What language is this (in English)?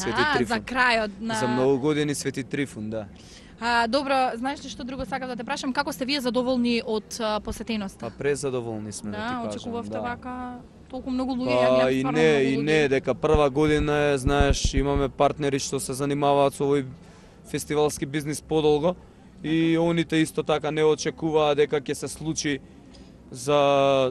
Macedonian